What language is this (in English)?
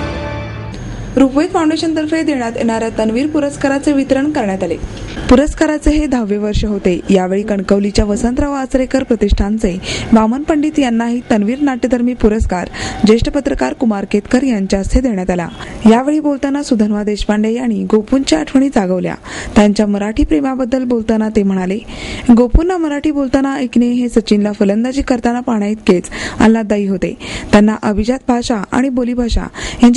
Marathi